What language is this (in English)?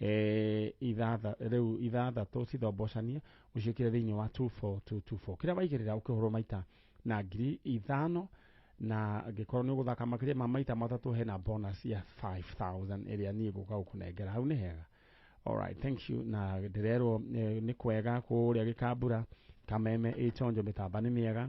Kikuyu